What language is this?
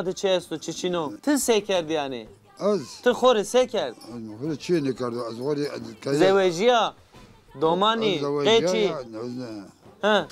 Zaza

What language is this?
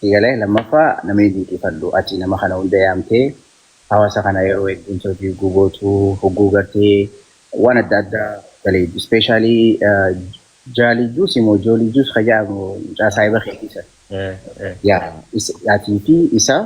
Oromo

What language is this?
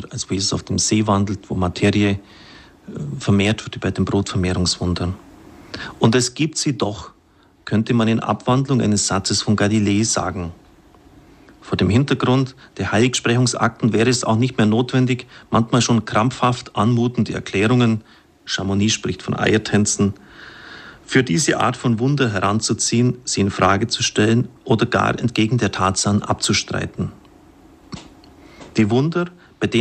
German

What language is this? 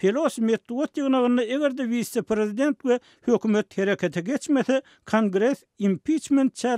Turkmen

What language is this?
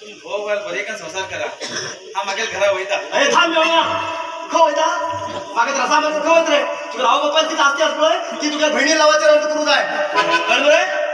Konkani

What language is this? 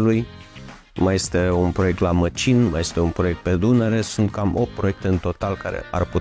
Romanian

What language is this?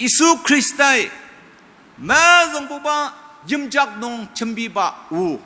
Ao Naga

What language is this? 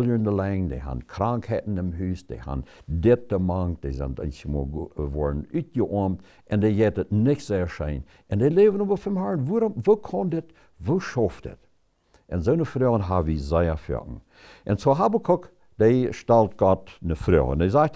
Plautdietsch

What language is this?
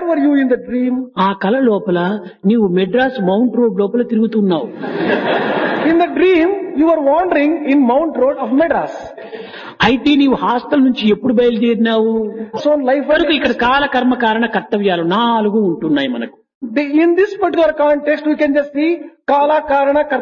Telugu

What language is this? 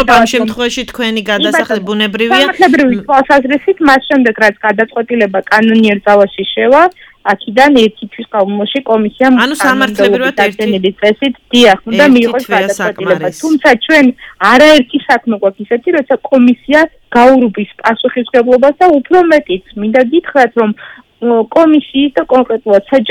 Georgian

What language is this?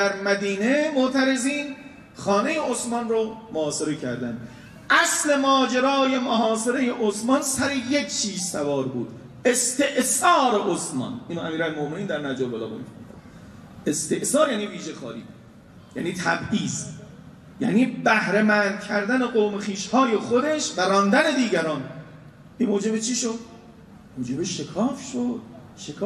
Persian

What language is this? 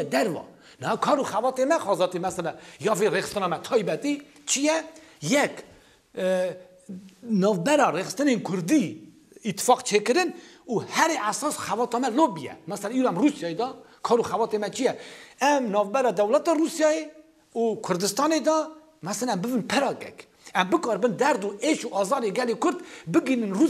Kurdish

